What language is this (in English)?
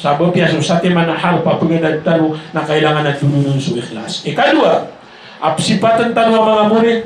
Maranao